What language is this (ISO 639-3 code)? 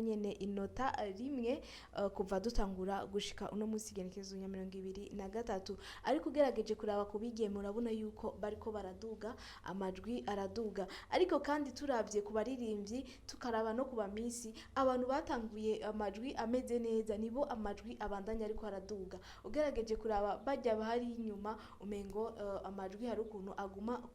run